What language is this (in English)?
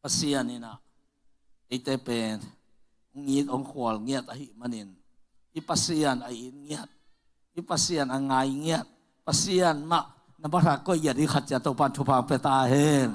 Tedim Chin